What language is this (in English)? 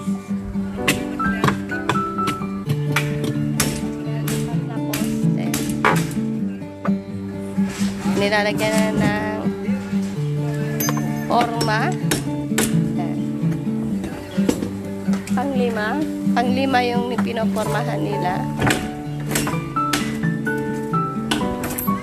Filipino